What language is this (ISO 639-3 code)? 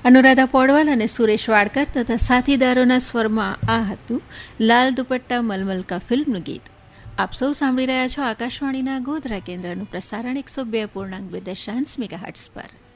guj